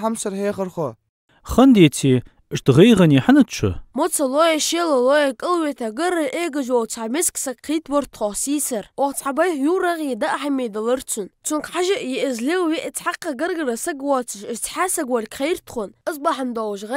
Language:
Ingush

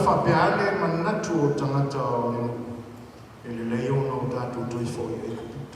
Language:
Samoan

